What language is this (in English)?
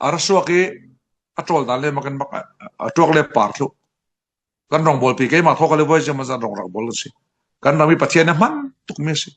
Falam Chin